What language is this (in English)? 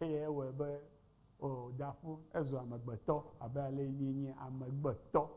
Ewe